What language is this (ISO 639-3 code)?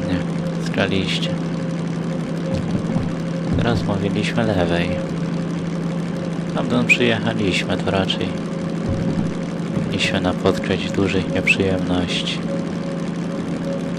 pol